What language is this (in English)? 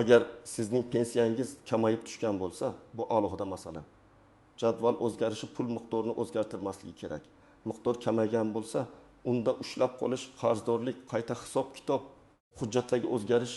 Uzbek